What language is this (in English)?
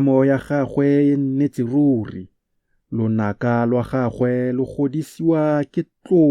Tswana